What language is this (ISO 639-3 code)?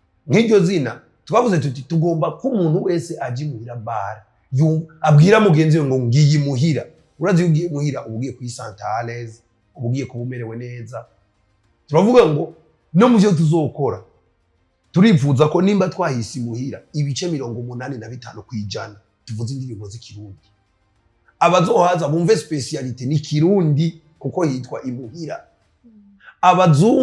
run